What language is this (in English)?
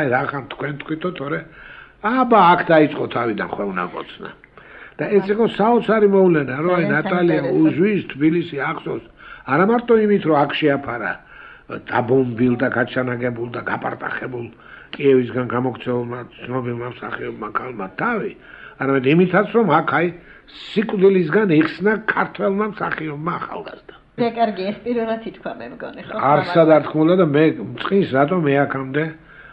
Georgian